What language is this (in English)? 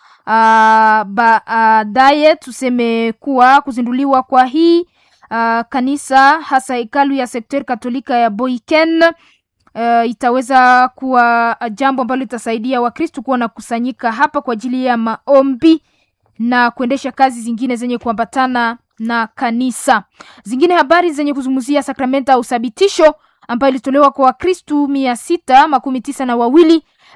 Swahili